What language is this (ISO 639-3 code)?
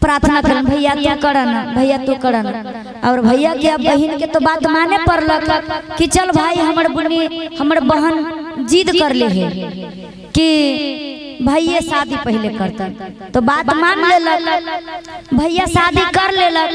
mag